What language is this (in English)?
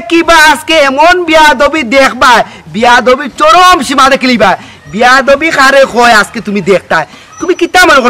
Sylheti